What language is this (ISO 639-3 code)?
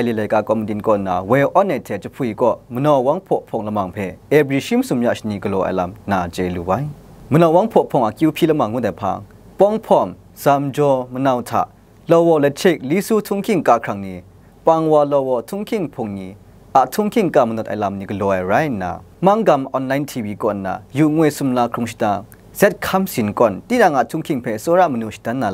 kac